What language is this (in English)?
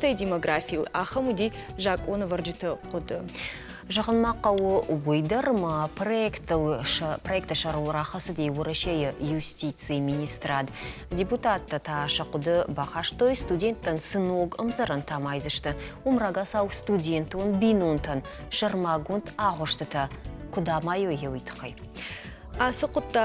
Ossetic